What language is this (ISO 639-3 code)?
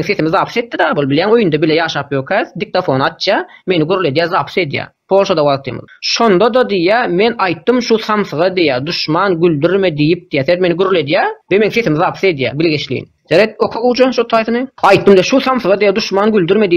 tuk